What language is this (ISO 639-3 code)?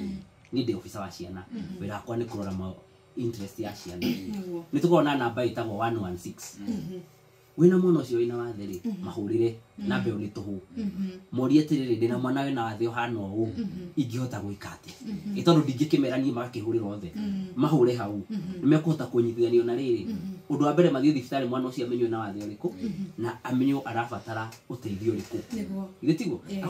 kik